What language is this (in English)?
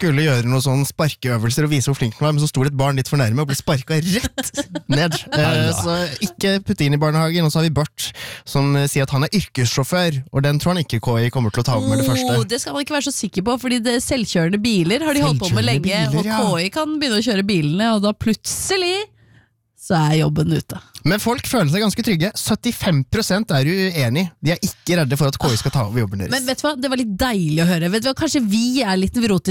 Norwegian